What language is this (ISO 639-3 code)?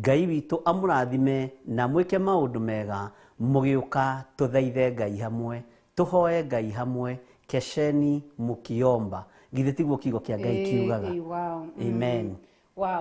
kik